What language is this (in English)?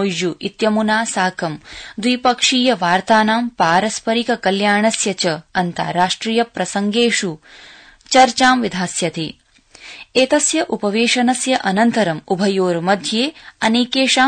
Sanskrit